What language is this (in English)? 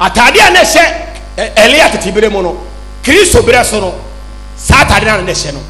Akan